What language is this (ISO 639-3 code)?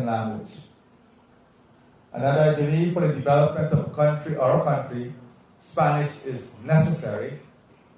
eng